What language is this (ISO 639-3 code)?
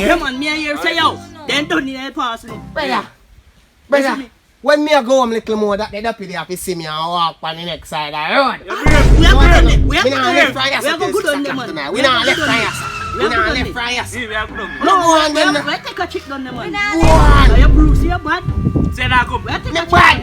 jam